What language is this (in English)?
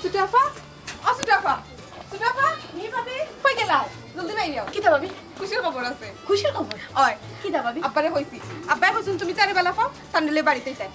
Sylheti